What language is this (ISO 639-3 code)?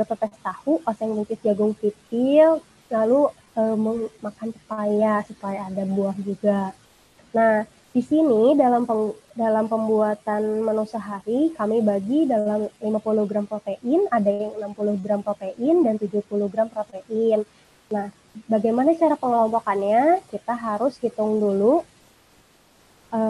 ind